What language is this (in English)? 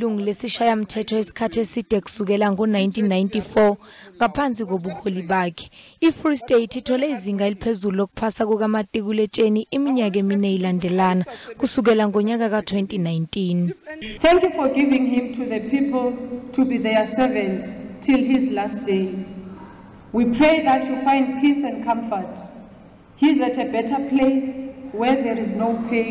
Zulu